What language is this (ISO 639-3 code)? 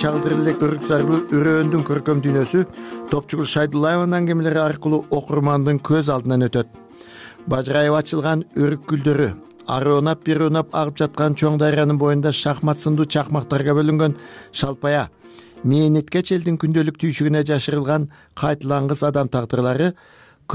kir